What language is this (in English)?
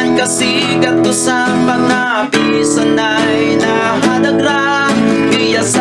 Bantoanon